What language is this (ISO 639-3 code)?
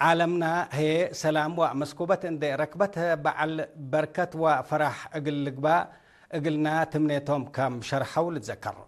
tig